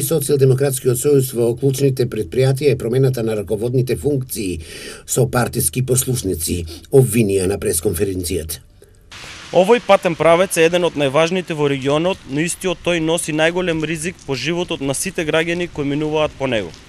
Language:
Macedonian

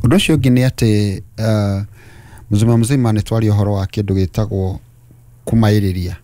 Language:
Kikuyu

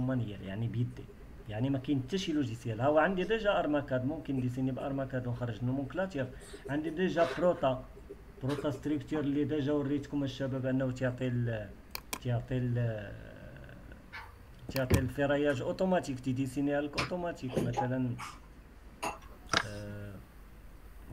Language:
Moroccan Arabic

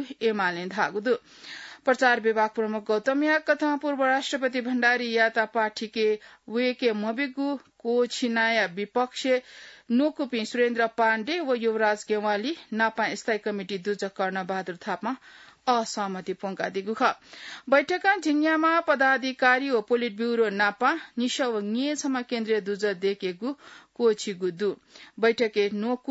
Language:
Newari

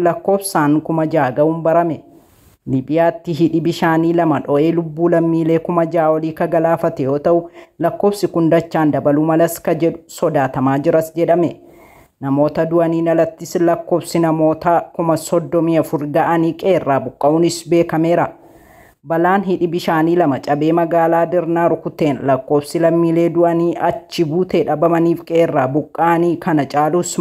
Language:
Oromo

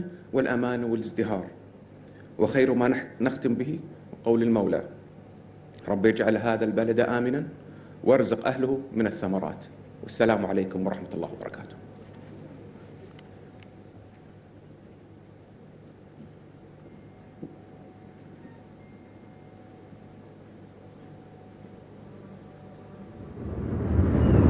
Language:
Arabic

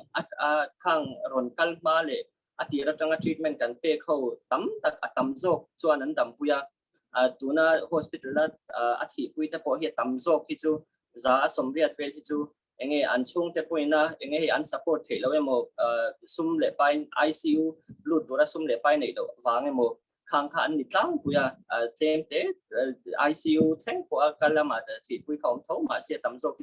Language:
Mizo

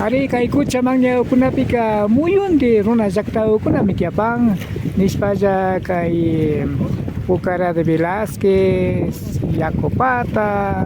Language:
Imbabura Highland Quichua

